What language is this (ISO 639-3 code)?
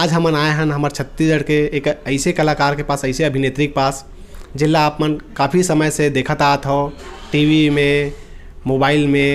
hne